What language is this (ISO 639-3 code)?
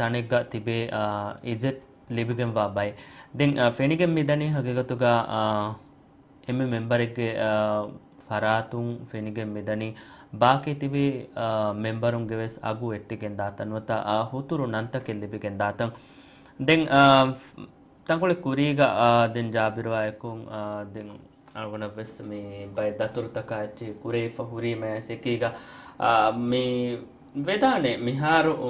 div